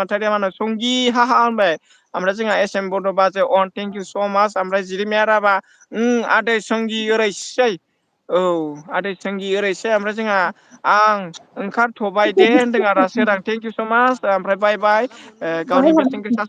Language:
Bodo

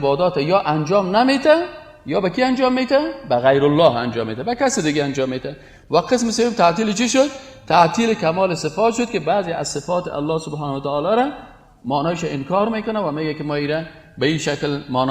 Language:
Persian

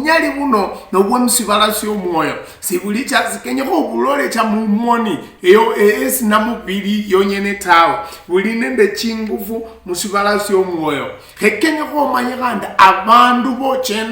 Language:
Luyia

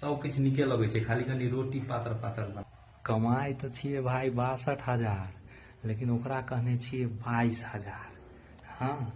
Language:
Maithili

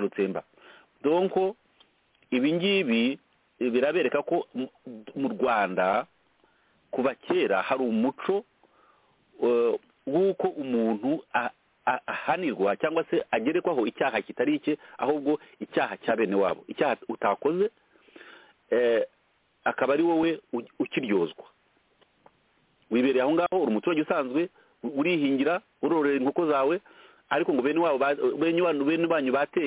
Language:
Kinyarwanda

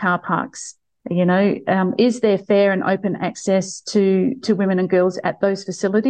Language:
Kurdish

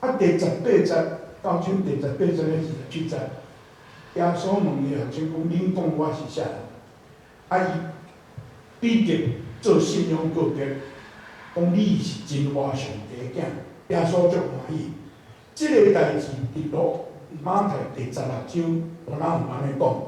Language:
Min Nan Chinese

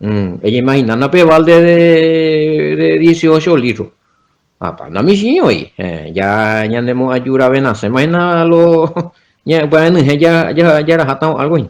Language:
Guarani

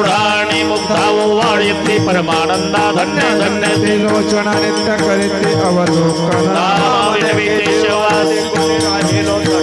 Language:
Marathi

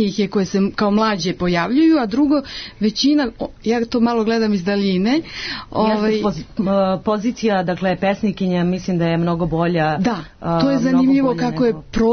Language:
Serbian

